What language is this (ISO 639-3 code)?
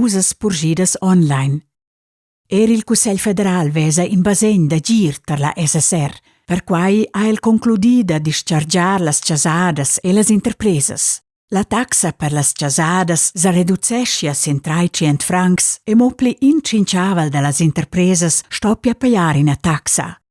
roh